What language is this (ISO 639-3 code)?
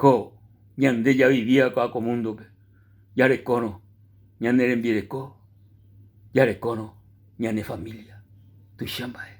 grn